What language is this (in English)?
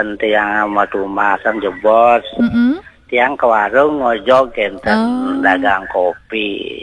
Balinese